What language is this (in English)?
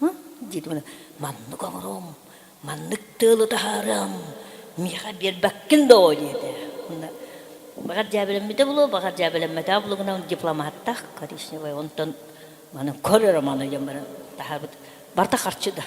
Yakut